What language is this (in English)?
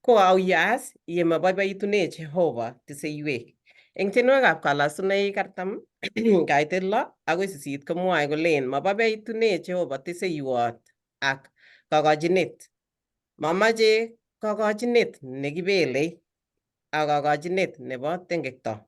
Kalenjin